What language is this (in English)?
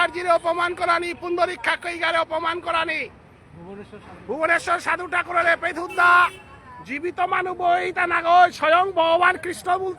Bishnupriya